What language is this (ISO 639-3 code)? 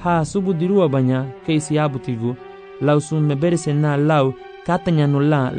cab